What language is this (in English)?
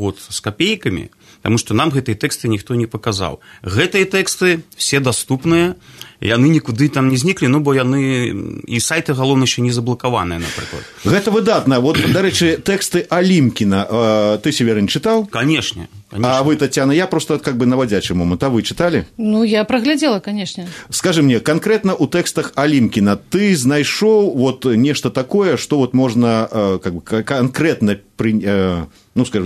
Belarusian